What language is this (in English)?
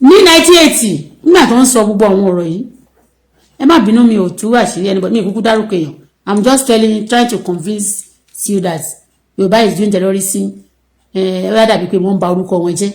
Yoruba